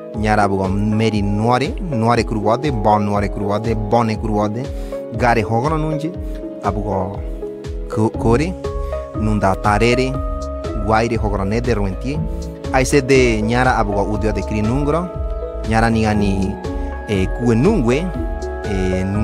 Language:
Ngäbere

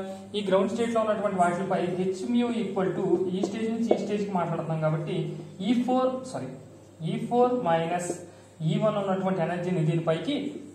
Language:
Telugu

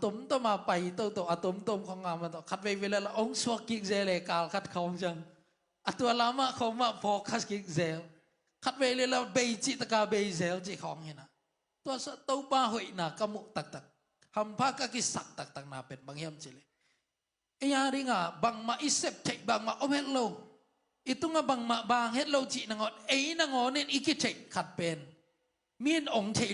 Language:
Tedim Chin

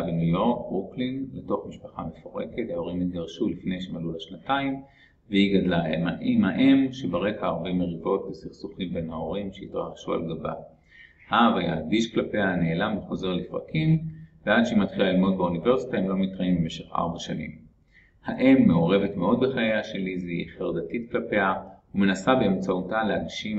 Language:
Hebrew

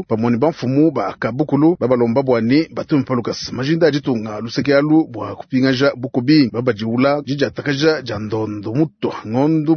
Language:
Luba-Lulua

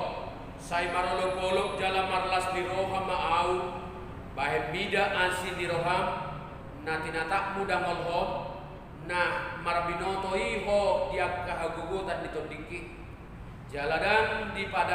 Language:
Batak Toba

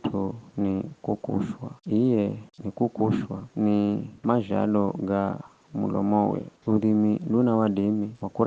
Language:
Giryama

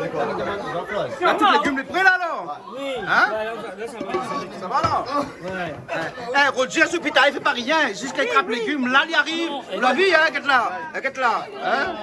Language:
Réunion Creole French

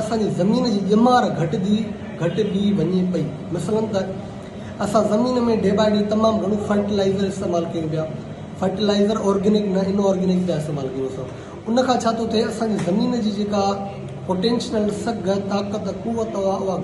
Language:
Sindhi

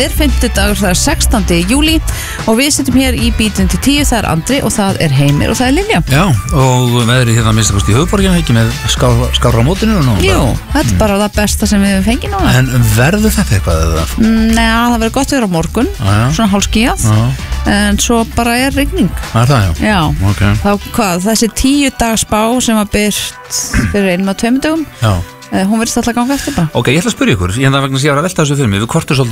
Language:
Icelandic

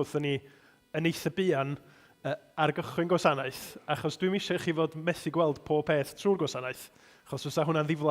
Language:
Welsh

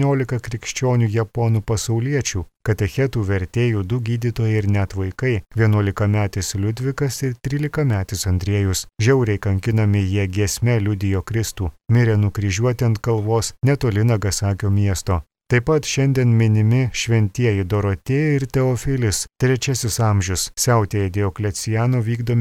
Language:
Lithuanian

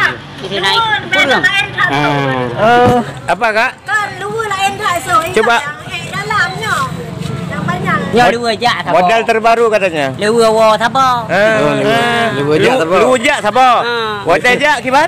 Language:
Achinese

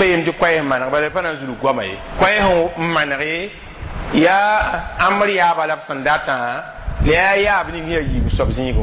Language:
Mossi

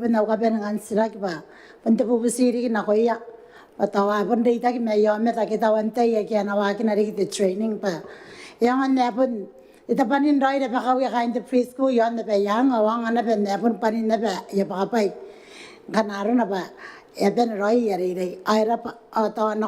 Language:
Gilbertese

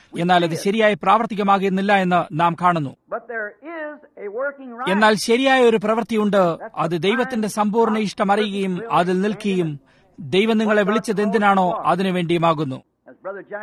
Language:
Malayalam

